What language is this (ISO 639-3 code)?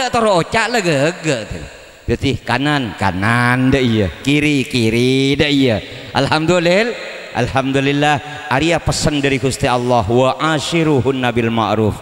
mad